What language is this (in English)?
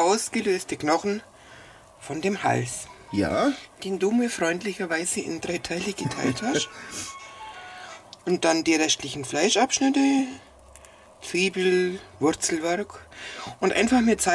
German